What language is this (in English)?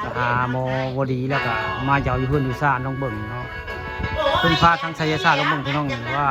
Northeastern Thai